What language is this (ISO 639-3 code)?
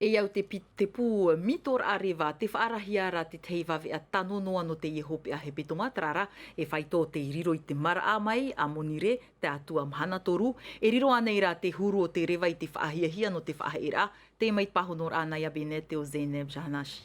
tah